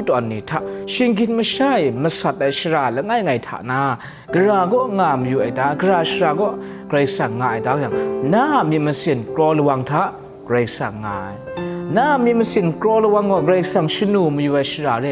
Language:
Kachin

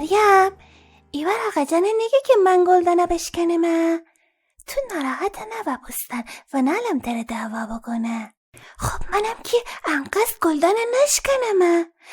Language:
Gilaki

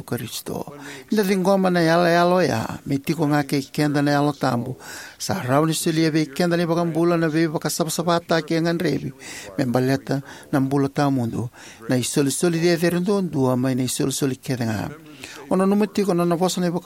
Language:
Fijian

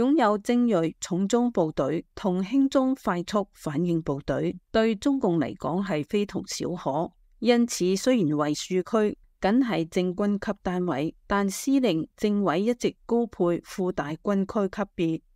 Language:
Cantonese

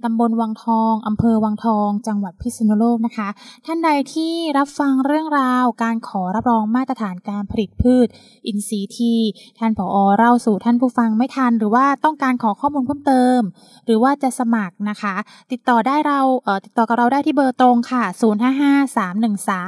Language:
Thai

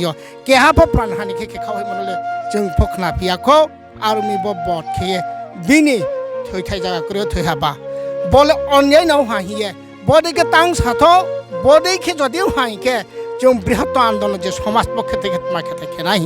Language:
Riang (India)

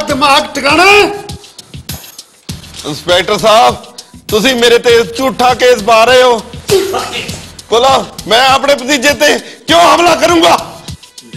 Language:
Punjabi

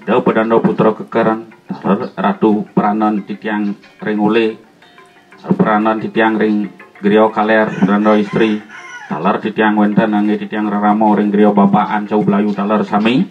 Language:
Balinese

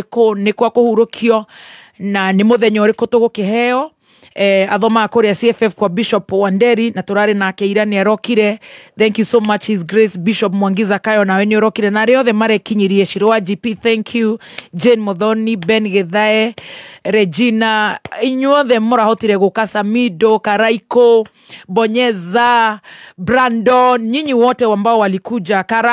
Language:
Kikuyu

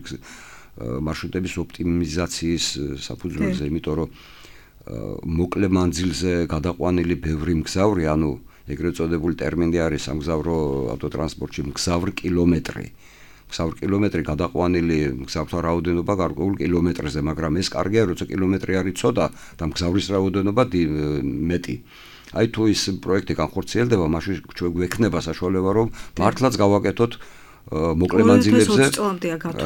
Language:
Georgian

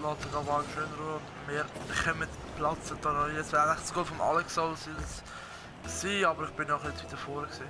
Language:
Swiss German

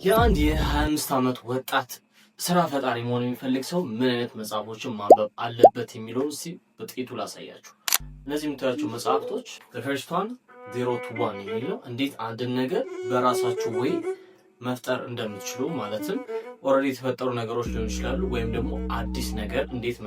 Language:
Amharic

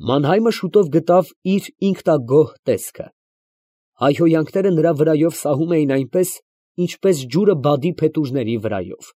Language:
Armenian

